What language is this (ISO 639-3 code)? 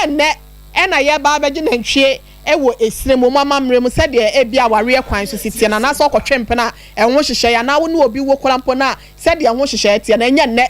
aka